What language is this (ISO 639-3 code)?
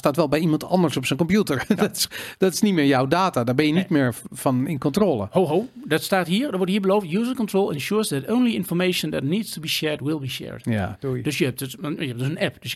nld